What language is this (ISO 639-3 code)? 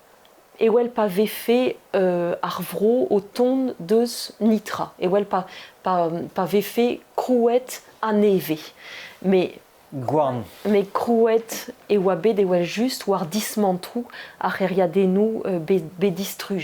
bre